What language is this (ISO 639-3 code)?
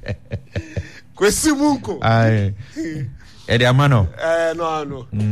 aka